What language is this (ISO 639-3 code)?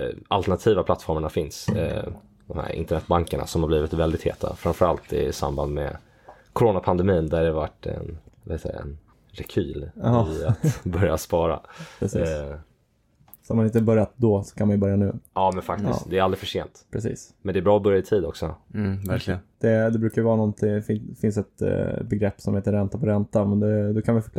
swe